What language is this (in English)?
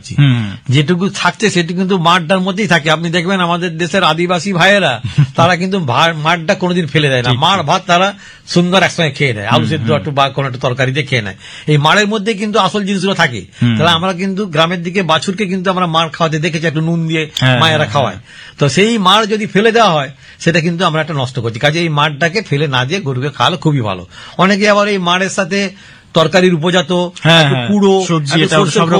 Bangla